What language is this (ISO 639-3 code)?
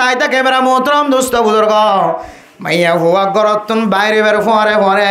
rhg